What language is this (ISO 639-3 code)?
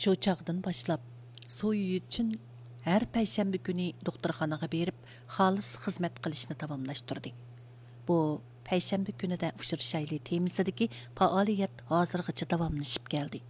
uig